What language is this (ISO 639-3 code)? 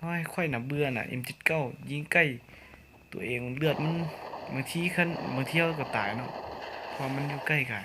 lao